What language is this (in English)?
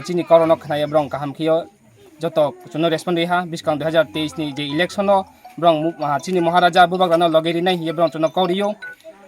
Kok Borok